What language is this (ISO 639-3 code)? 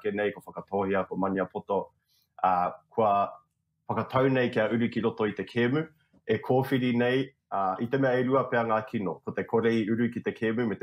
mri